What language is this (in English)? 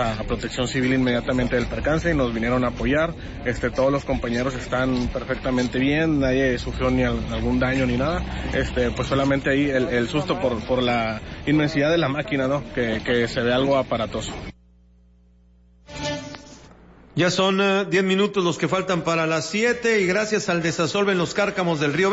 Spanish